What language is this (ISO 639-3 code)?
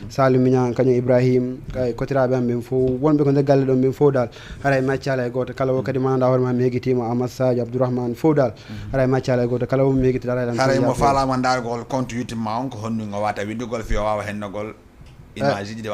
ful